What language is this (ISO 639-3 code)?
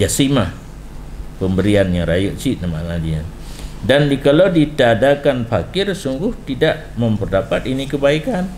ace